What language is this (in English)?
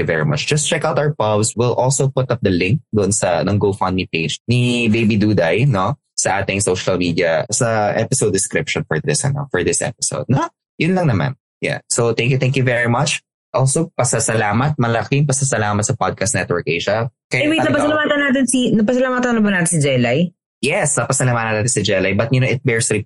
Filipino